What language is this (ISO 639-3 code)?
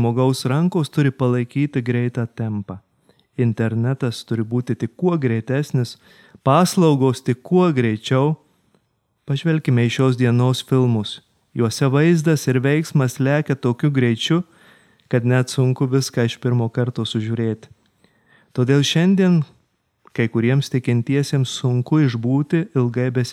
lit